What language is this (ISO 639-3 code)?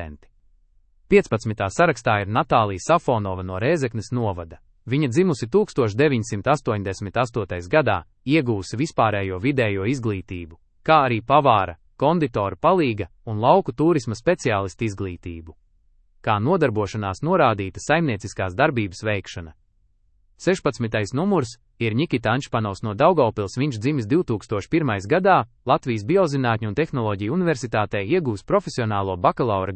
lav